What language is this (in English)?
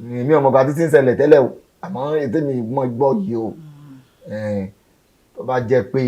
Yoruba